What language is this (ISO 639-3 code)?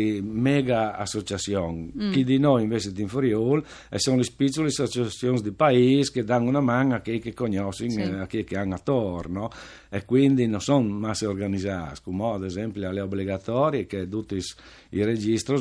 fur